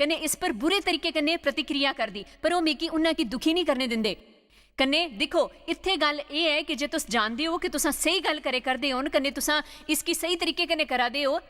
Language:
Dogri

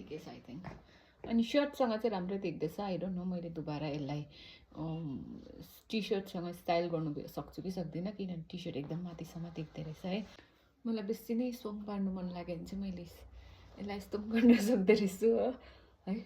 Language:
Nepali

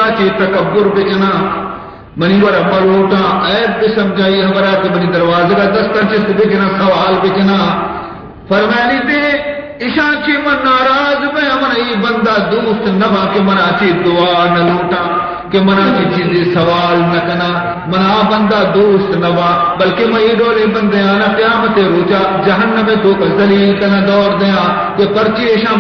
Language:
Baluchi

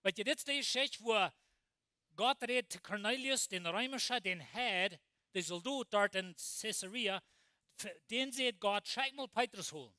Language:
Plautdietsch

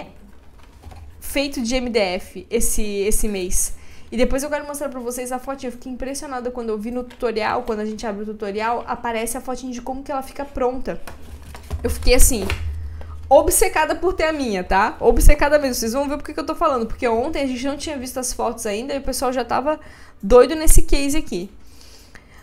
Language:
Portuguese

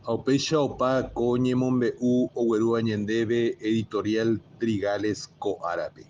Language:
Guarani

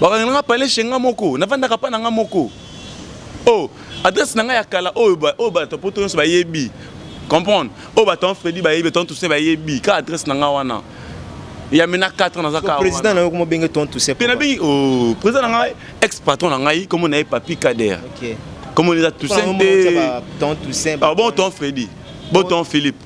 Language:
Lingala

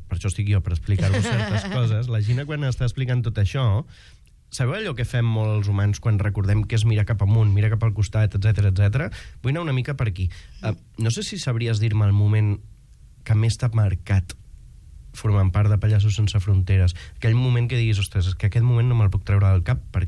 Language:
Catalan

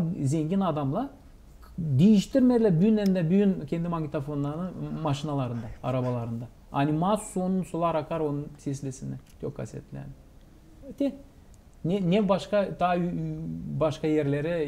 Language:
Gagauz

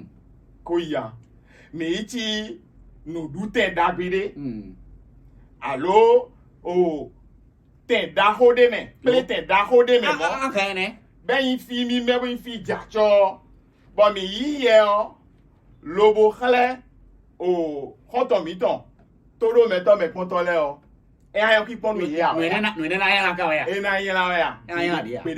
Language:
Fon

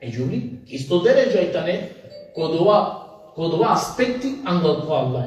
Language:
Balkan Romani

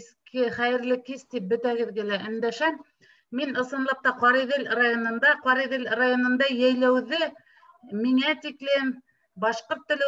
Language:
Bashkir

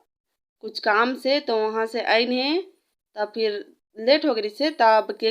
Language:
Chhattisgarhi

